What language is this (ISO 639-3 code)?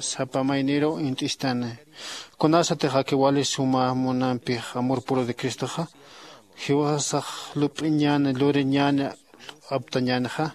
aym